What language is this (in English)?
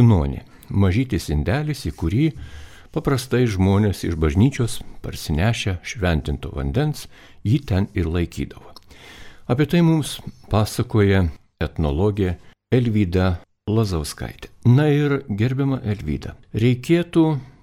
Lithuanian